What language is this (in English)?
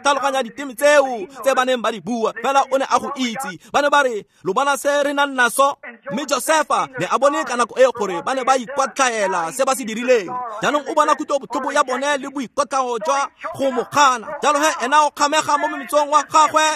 Tswana